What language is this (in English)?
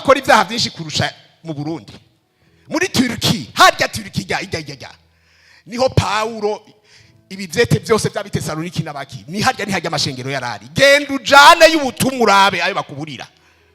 Rundi